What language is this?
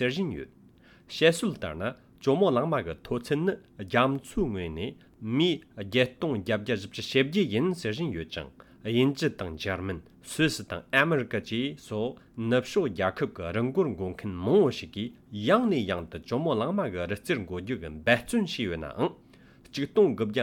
Latvian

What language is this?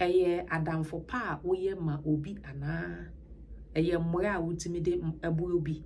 Akan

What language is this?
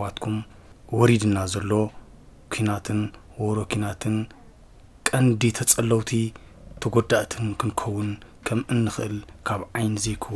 Tigrinya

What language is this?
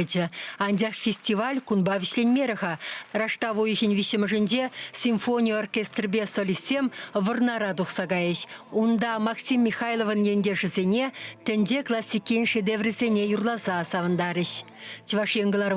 Chuvash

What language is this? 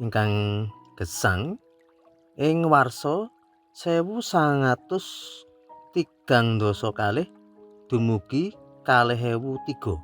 Javanese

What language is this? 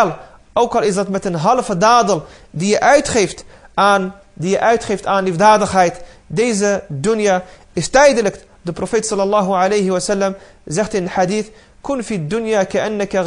Dutch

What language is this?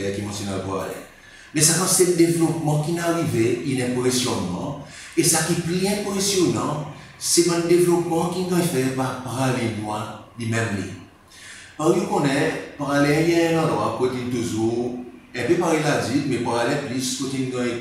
Seselwa Creole French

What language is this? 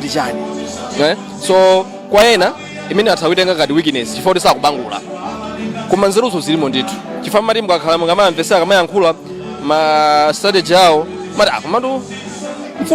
Nyanja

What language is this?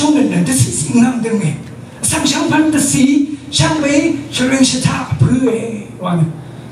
Rawang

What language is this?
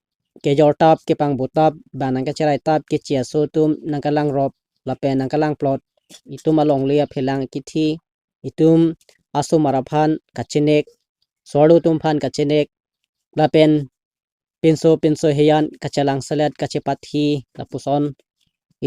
Karbi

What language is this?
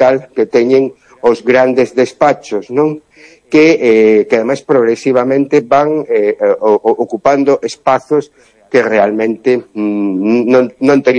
Galician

